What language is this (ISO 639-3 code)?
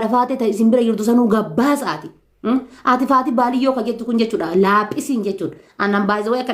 orm